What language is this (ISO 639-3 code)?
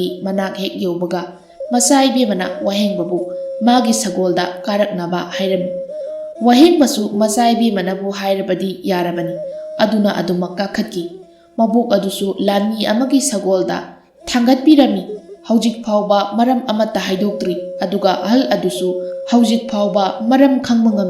mni